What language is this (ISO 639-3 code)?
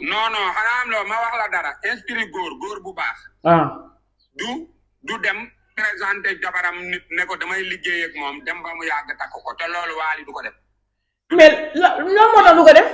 wol